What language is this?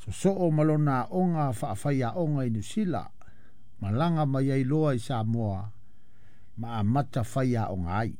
Samoan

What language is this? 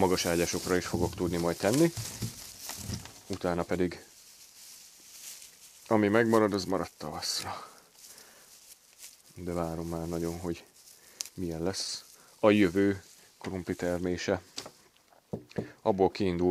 Hungarian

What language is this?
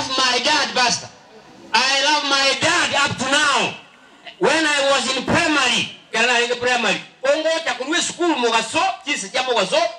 Gusii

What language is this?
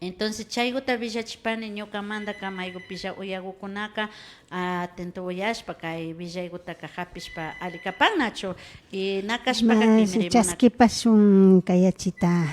Imbabura Highland Quichua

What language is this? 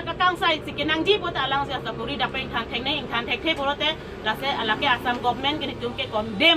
Karbi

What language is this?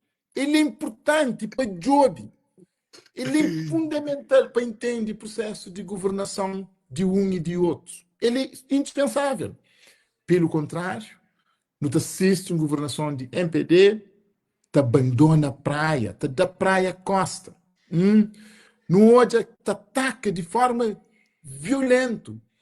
Kabuverdianu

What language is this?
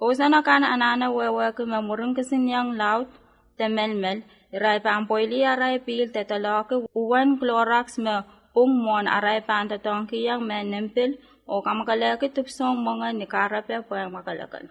Pohnpeian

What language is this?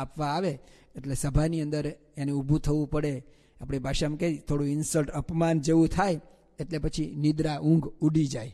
Gujarati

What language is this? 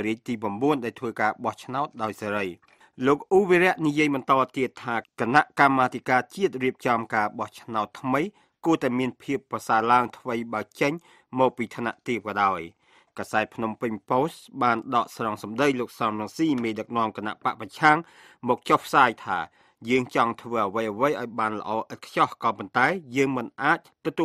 Khmer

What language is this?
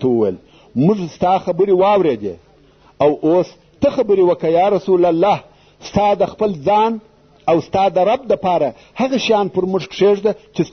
Pashto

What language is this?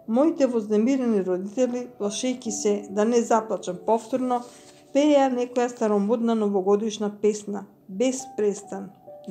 Macedonian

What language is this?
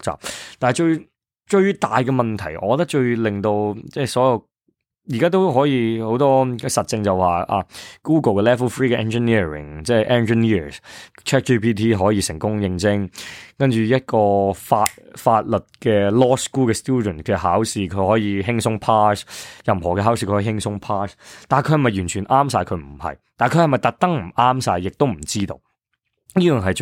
Cantonese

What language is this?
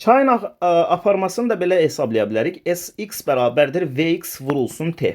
Azerbaijani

